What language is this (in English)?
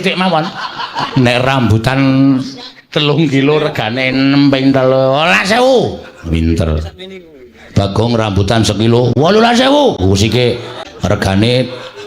Javanese